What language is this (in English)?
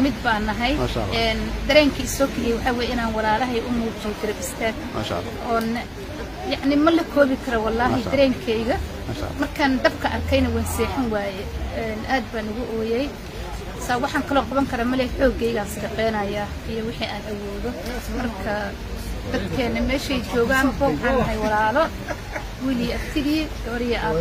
Somali